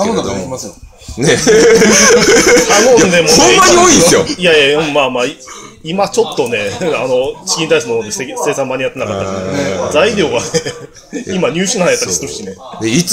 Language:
Japanese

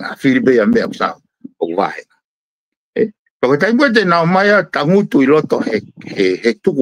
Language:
Tongan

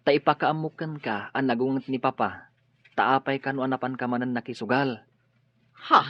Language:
Iloko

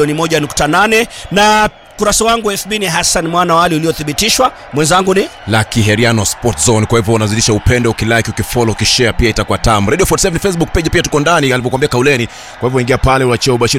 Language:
Swahili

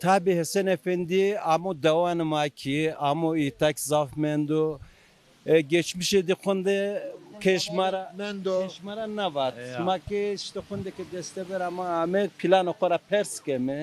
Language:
Zaza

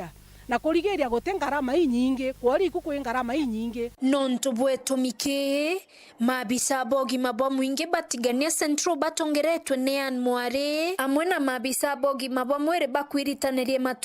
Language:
Meru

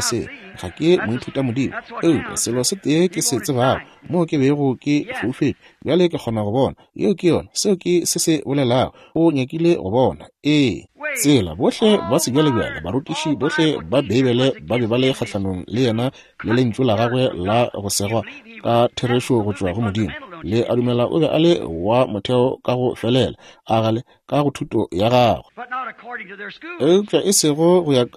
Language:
Northern Sotho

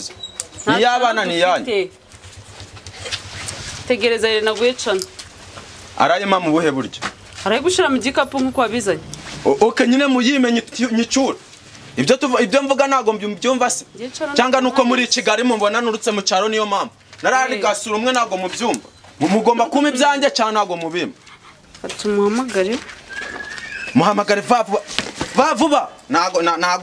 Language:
Kinyarwanda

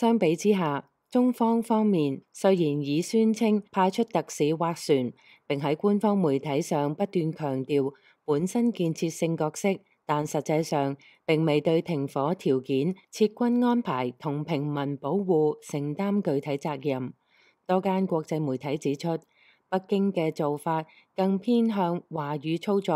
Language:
Cantonese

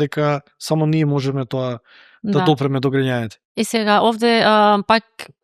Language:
Macedonian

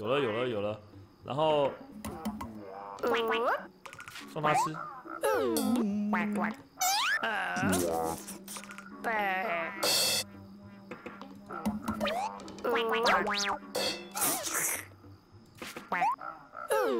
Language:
Chinese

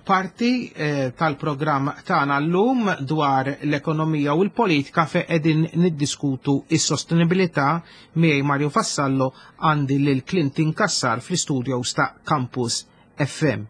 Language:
Maltese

